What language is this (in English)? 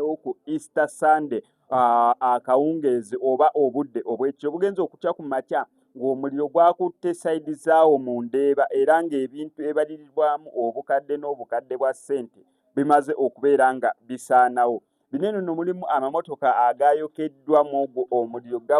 Ganda